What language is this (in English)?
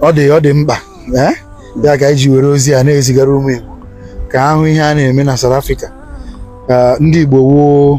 Igbo